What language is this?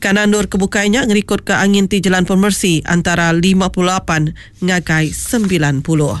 Iban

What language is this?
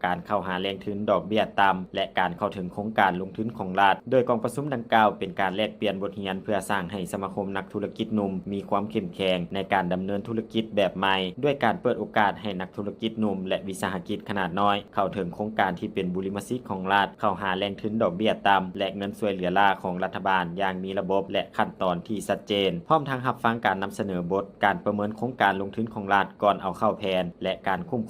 Lao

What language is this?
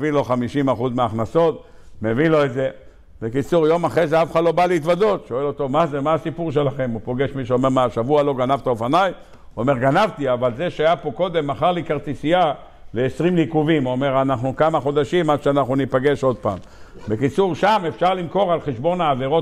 Hebrew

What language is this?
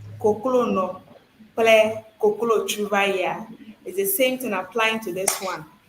Ewe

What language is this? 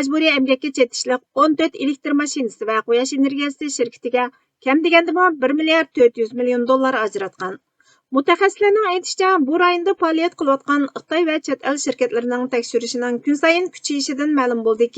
Uyghur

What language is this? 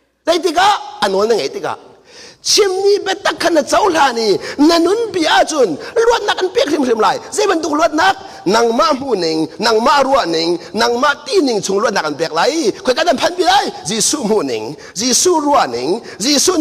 Hakha Chin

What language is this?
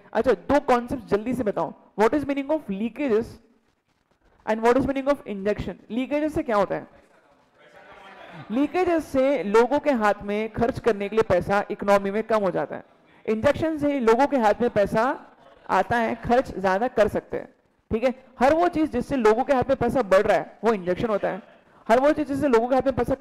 Hindi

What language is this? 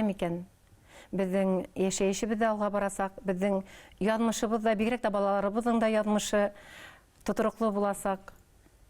Bashkir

